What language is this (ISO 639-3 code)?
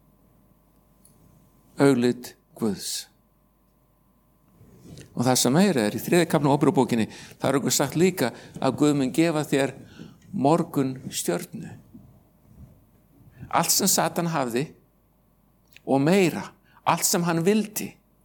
isl